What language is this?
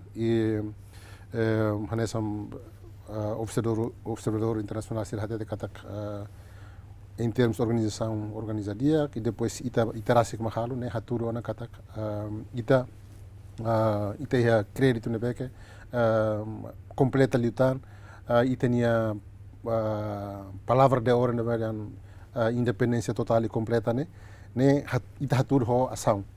Tetum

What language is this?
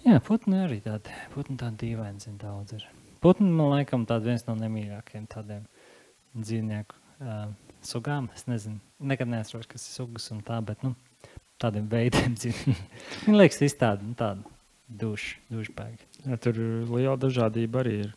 Latvian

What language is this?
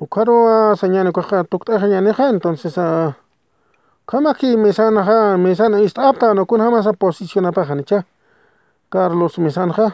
Aymara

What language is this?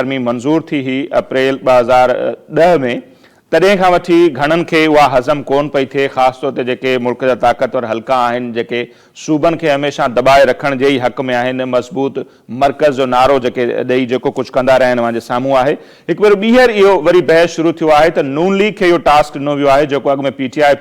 Sindhi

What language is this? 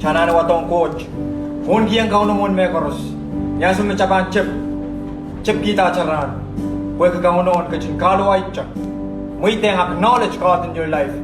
Pohnpeian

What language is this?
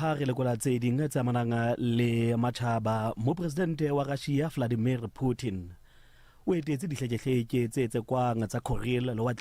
Southern Sotho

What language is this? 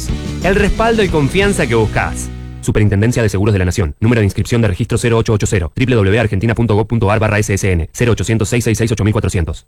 Spanish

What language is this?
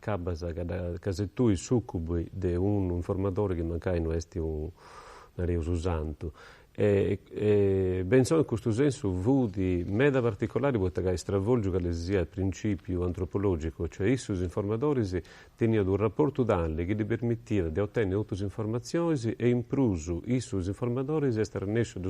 Sardinian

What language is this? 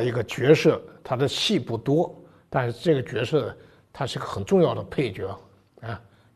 Chinese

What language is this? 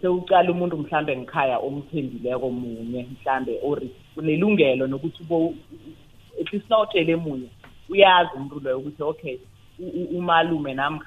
South Ndebele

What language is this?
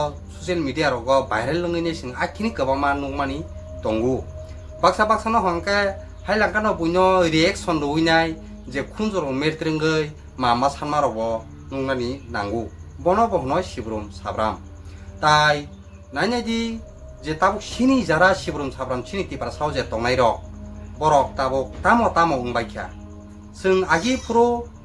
Kok Borok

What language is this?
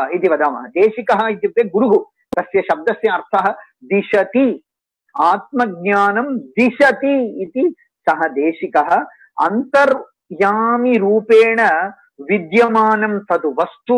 Sanskrit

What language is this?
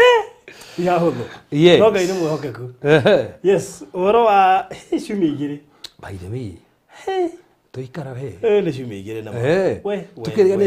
Kikuyu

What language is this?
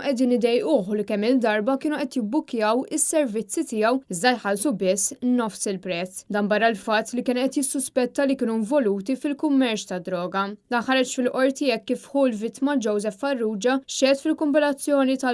Maltese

